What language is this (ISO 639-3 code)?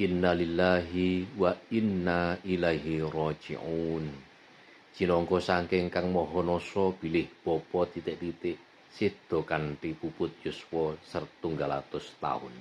jav